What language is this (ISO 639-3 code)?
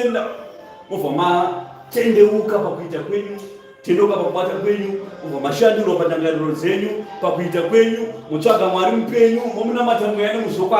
sna